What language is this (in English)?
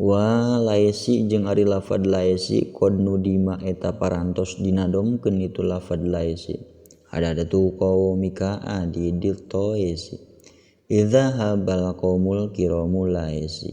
Sundanese